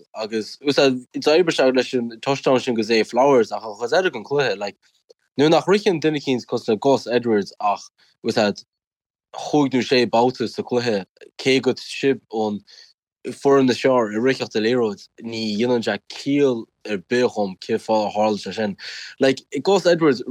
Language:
Irish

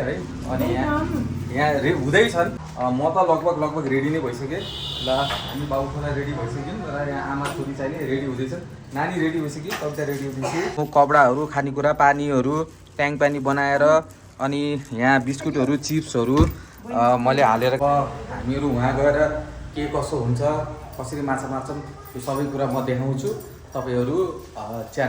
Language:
Nepali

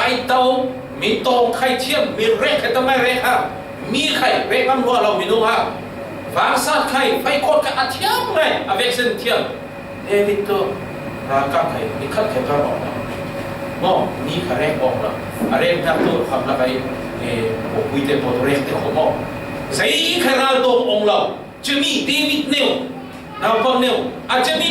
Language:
Falam Chin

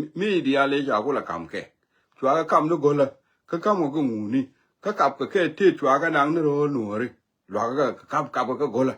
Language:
Nuer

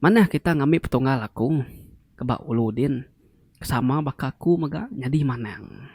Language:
Iban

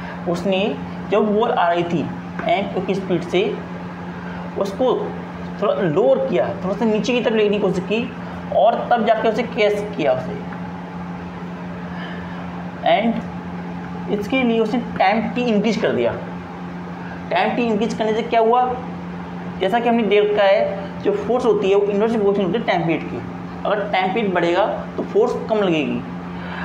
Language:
Hindi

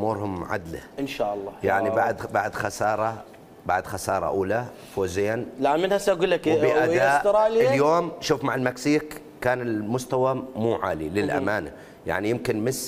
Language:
Mesopotamian Arabic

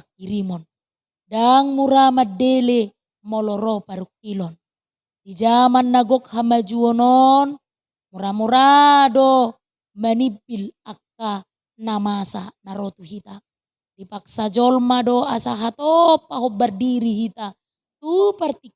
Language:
Batak Toba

